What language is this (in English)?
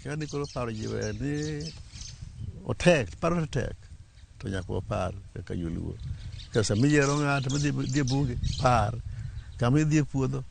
Luo (Kenya and Tanzania)